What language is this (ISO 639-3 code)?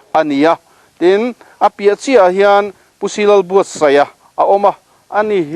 lus